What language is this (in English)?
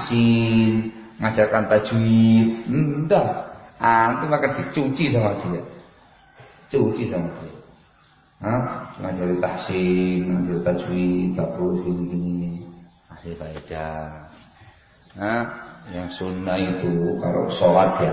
Indonesian